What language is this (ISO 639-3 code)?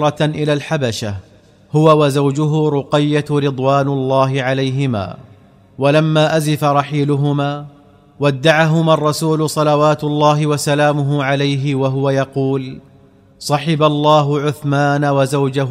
ara